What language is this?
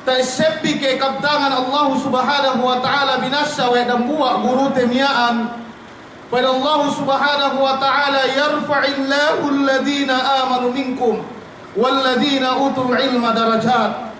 Yakan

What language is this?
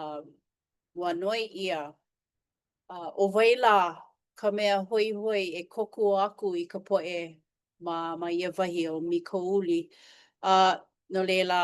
Hawaiian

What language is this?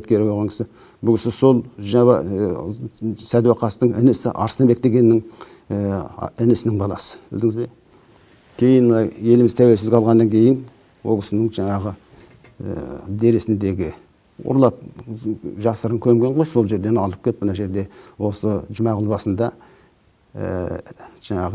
Kazakh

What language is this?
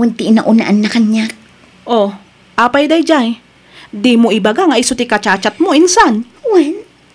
Iloko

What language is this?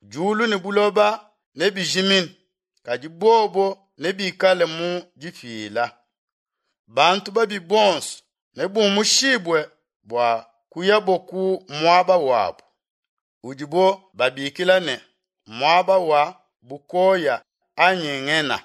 Luba-Lulua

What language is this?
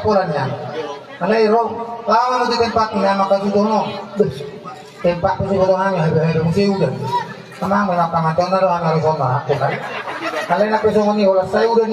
Batak Toba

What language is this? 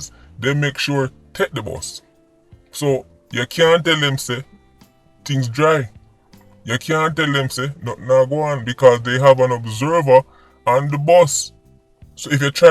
Jamaican Creole English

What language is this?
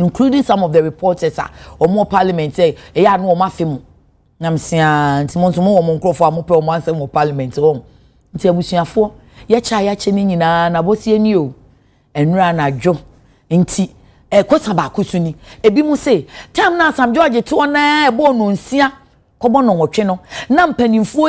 Akan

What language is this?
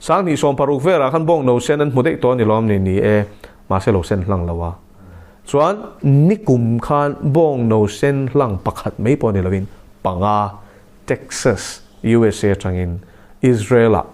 Mizo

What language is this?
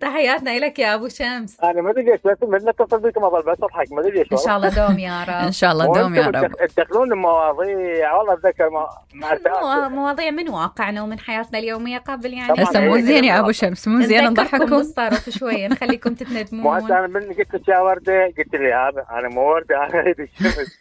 Mesopotamian Arabic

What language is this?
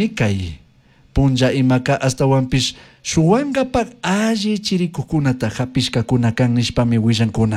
Chimborazo Highland Quichua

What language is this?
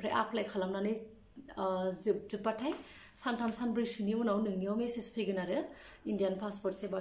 Bodo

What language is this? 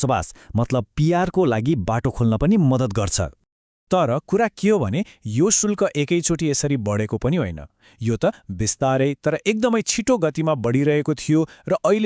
Nepali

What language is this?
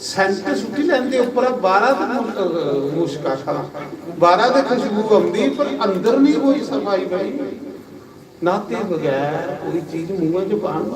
Dogri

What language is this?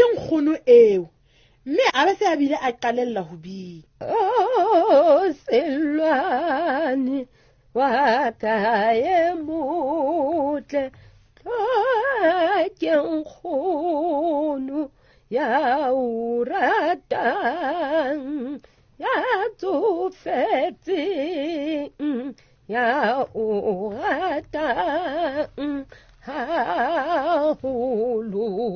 Southern Sotho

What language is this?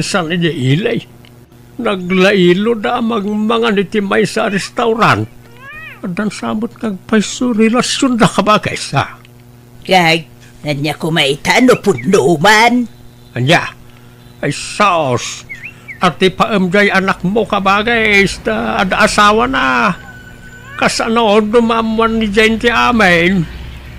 Iloko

